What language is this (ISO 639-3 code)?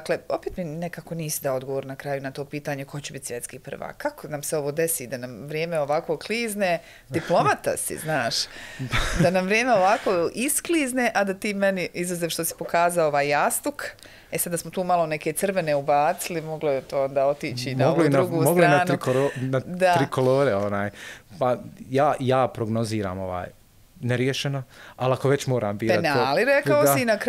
bos